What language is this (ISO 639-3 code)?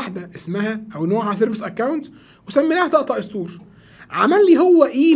arz